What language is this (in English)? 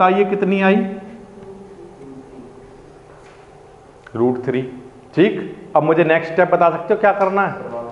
Hindi